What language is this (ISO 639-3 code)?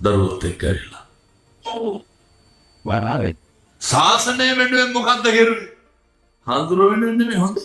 sin